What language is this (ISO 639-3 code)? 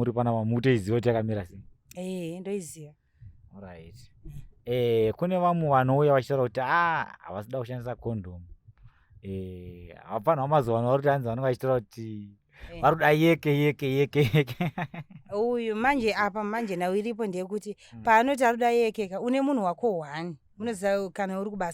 sna